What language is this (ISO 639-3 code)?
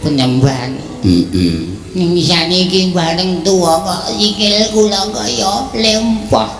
jav